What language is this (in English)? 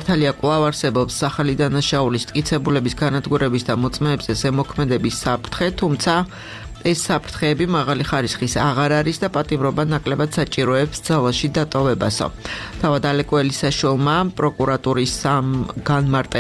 Georgian